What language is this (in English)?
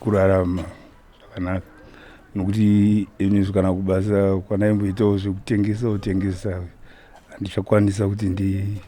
Shona